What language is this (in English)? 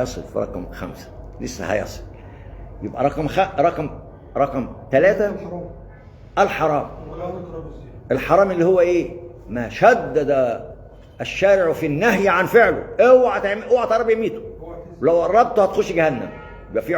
Egyptian Arabic